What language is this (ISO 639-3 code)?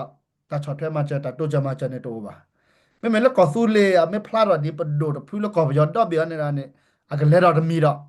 ksw